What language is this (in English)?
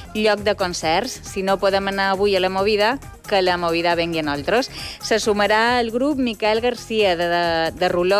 Catalan